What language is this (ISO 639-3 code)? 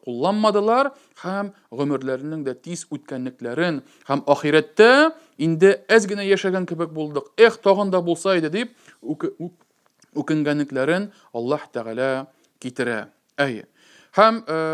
tat